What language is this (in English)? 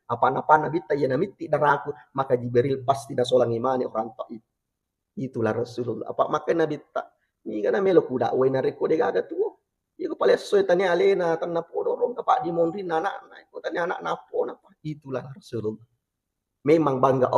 Buginese